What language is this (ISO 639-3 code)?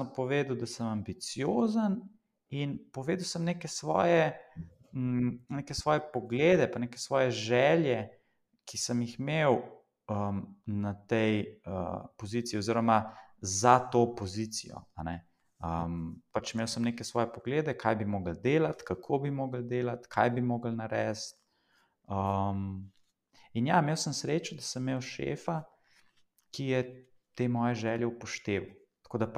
slv